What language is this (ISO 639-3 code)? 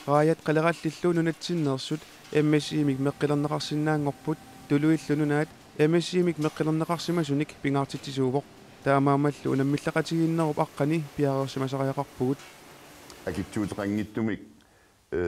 kal